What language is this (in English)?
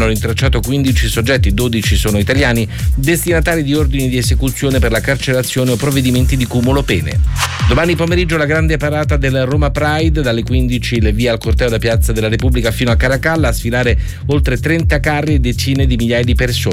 Italian